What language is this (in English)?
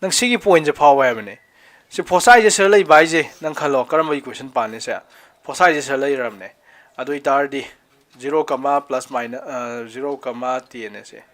Manipuri